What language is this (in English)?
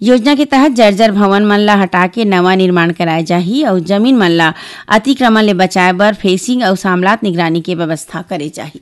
Chhattisgarhi